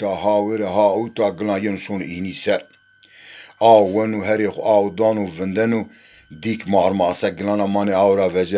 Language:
Zaza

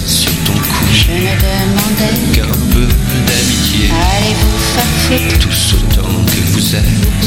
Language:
French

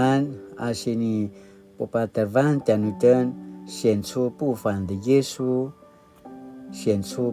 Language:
Paiwan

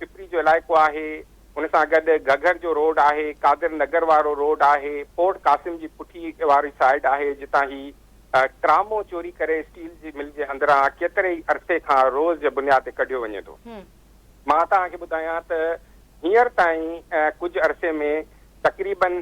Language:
Sindhi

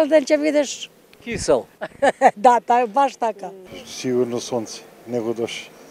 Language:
Macedonian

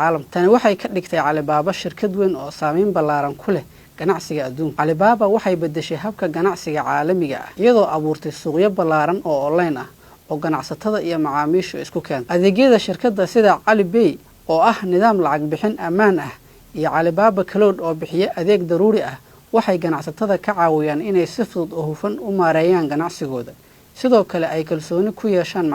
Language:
Somali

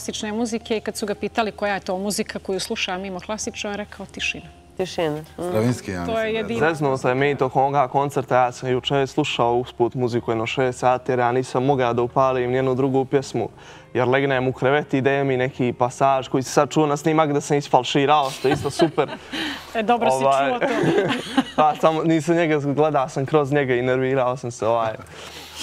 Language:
Bosnian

